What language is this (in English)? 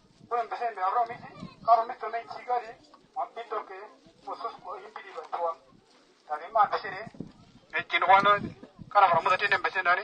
Uduk